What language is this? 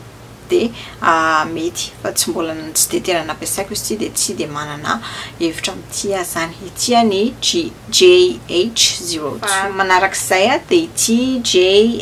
Malagasy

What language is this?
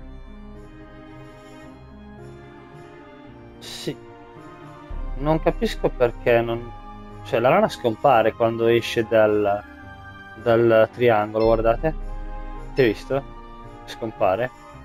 Italian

